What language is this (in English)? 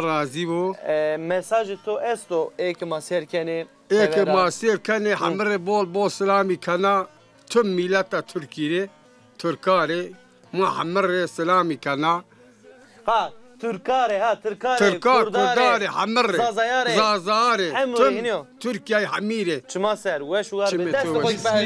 Zaza